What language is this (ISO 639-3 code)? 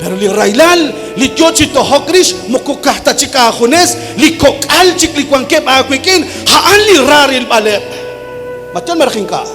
kek